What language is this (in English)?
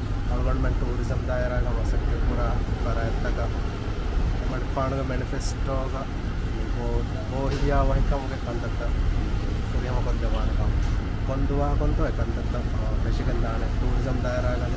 Divehi